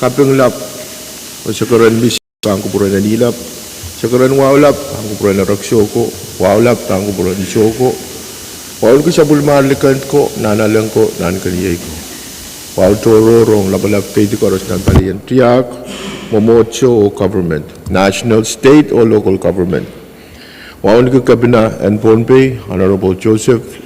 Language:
Pohnpeian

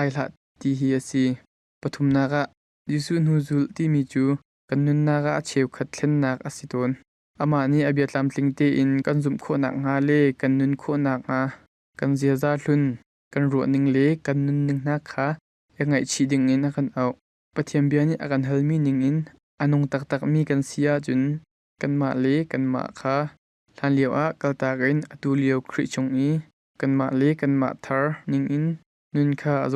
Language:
Hakha Chin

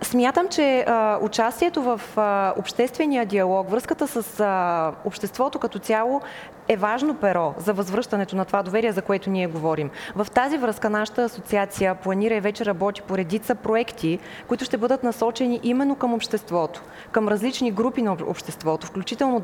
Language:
Bulgarian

